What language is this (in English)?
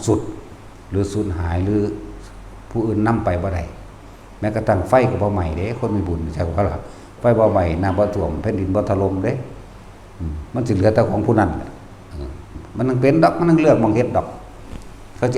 Northeastern Thai